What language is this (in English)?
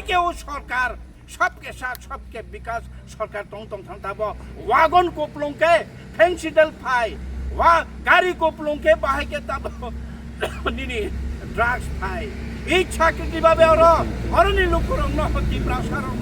Kok Borok